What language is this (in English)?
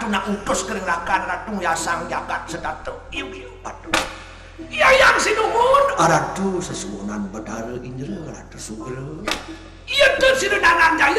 Balinese